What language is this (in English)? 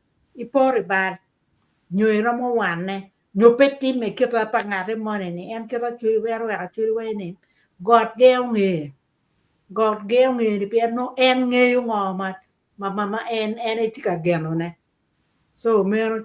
Acoli